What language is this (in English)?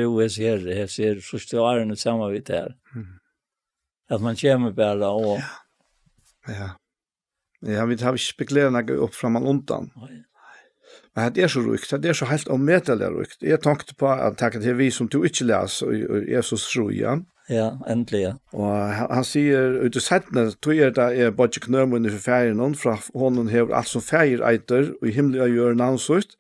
Faroese